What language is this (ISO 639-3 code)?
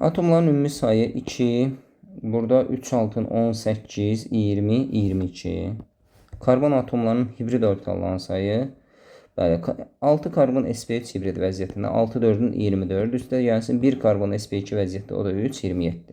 aze